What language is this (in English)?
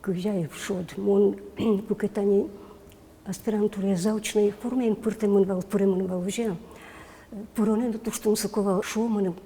Udmurt